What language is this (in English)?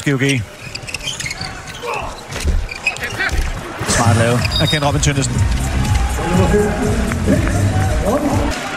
Danish